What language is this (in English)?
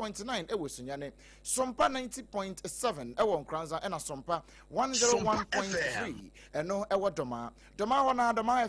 Akan